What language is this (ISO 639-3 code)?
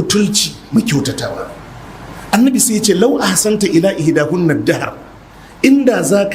hau